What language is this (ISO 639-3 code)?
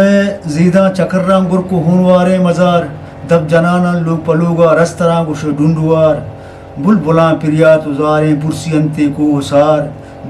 bgp